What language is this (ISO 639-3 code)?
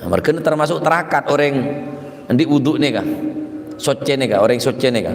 mad